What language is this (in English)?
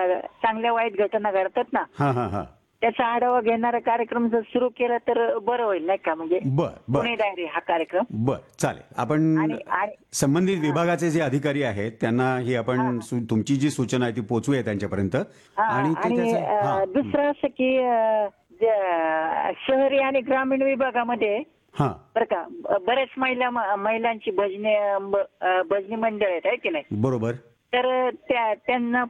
Marathi